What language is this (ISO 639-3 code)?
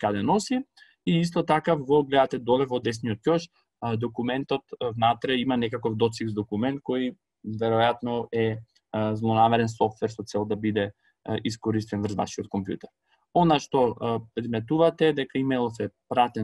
mkd